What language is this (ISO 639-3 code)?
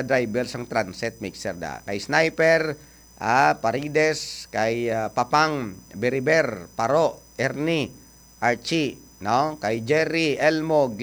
hil